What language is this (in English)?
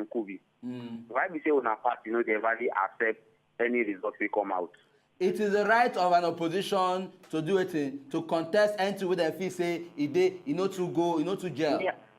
Nigerian Pidgin